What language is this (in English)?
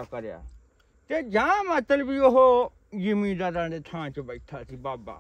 Punjabi